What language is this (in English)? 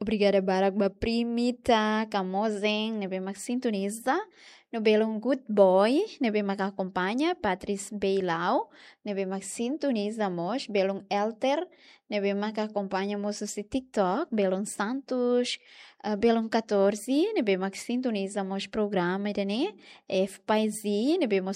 Tetum